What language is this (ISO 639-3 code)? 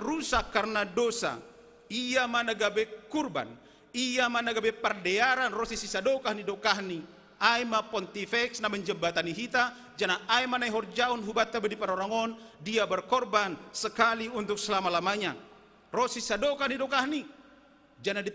bts